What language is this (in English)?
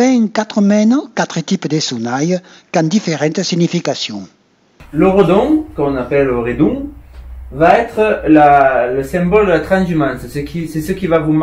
Occitan